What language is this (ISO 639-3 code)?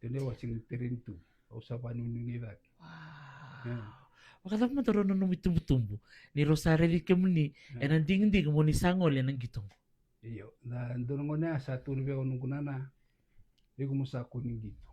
fij